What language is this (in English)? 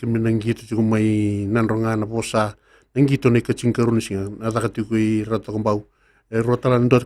Fijian